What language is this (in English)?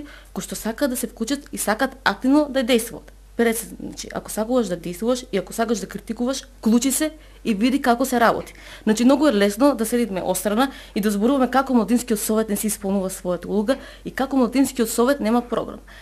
Macedonian